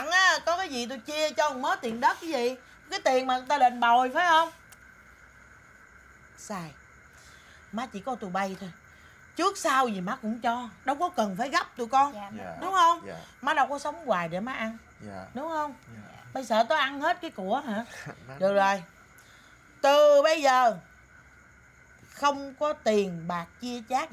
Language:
Vietnamese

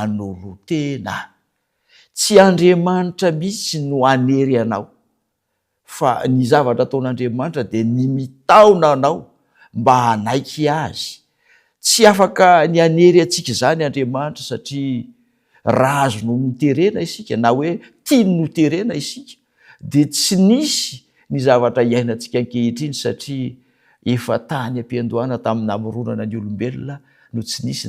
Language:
Malagasy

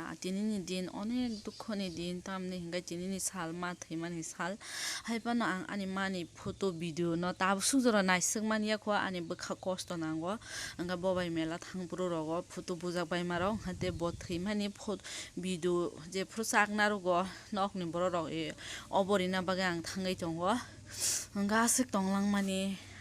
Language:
Kok Borok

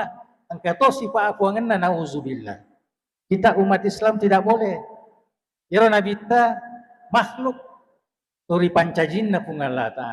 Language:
Buginese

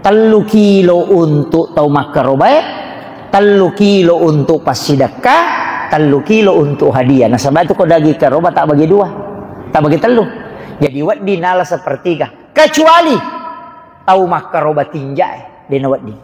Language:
Buginese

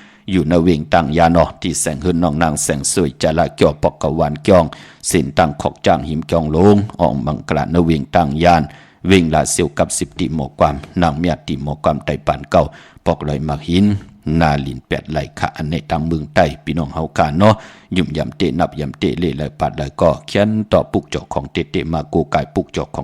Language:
Shan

